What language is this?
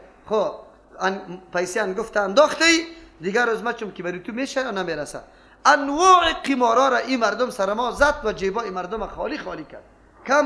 Persian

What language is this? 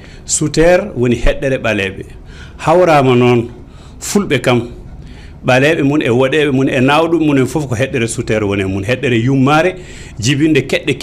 Fula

